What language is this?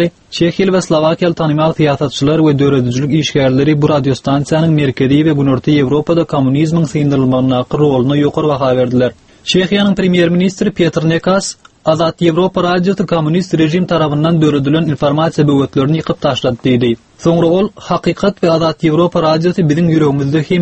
Turkmen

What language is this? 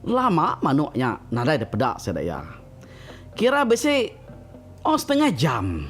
Iban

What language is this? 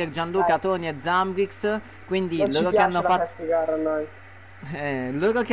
Italian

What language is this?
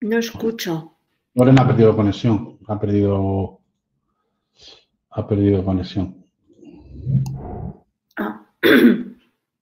Spanish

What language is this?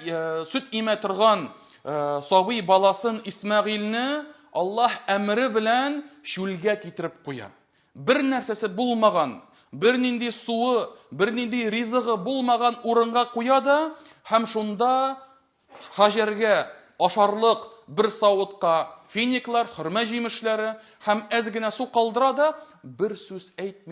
Tatar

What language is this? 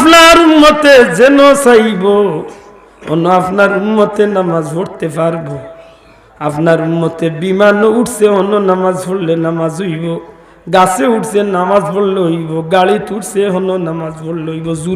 Sylheti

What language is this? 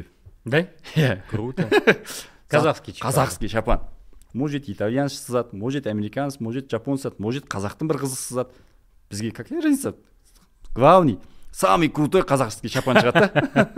Kazakh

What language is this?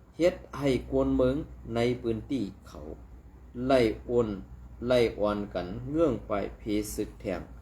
Shan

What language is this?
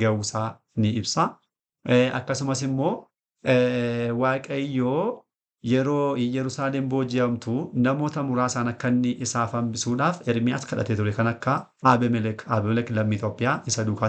Oromo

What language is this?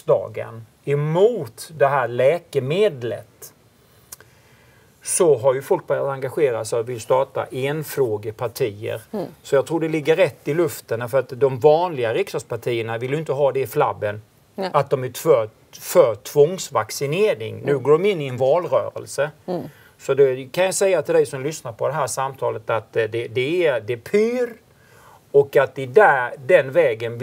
Swedish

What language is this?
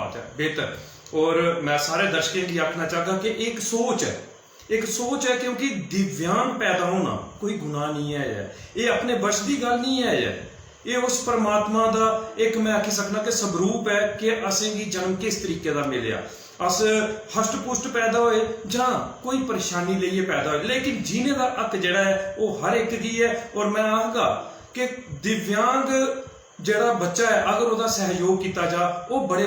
Dogri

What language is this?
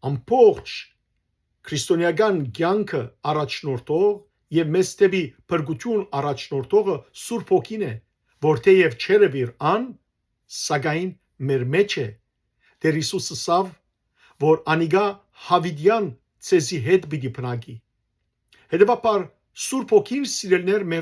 Western Armenian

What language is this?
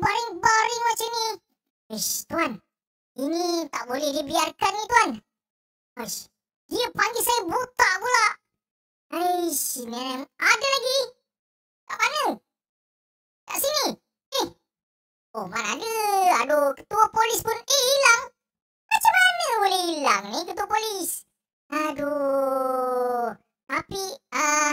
Malay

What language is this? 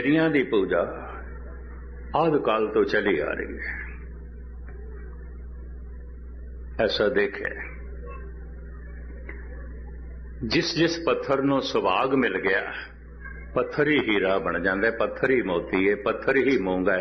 Punjabi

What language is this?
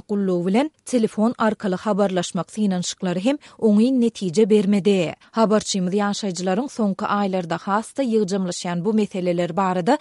Turkmen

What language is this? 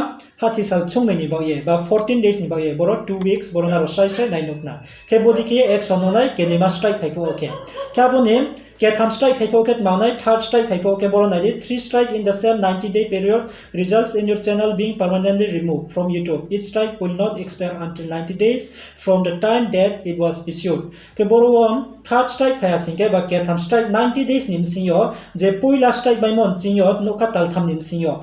Riang (India)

